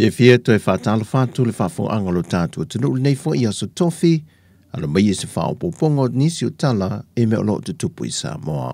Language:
Samoan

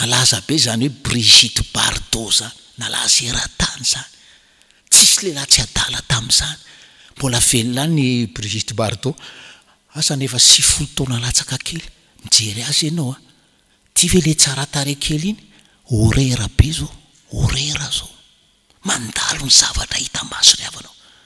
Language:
Malagasy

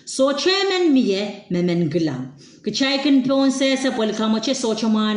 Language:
Pohnpeian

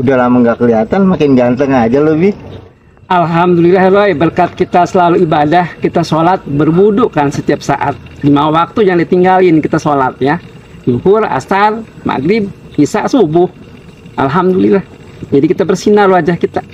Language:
Betawi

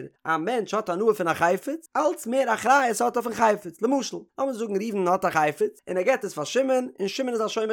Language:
Yiddish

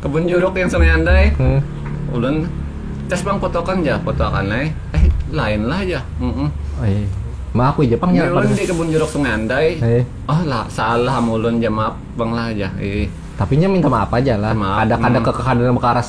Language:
Banjar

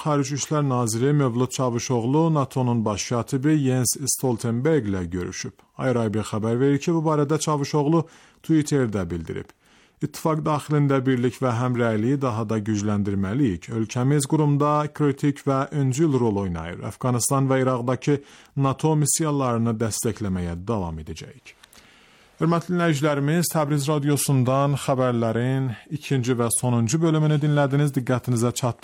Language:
Azerbaijani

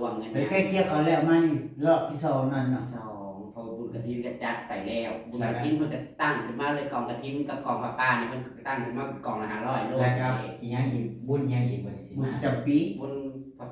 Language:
Northeastern Thai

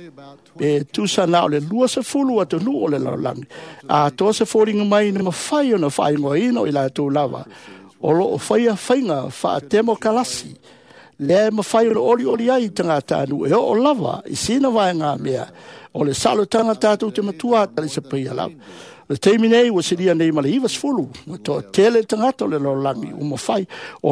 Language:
Samoan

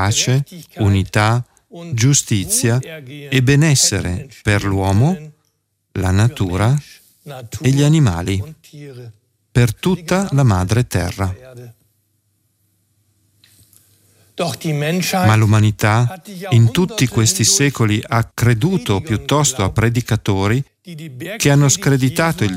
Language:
Italian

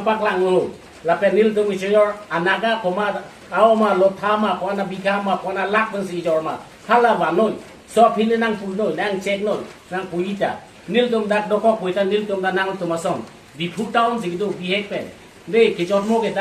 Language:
Karbi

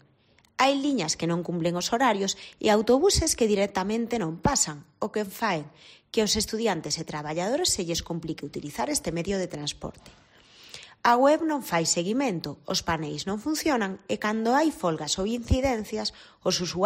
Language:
Galician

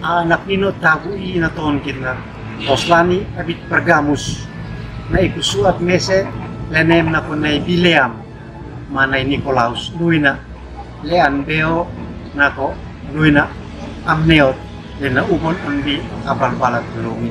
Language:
Uab Meto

